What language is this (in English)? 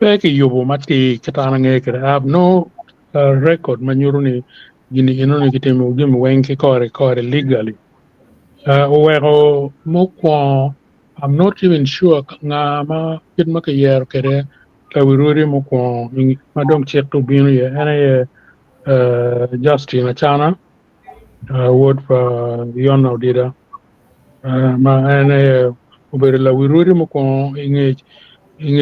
Acoli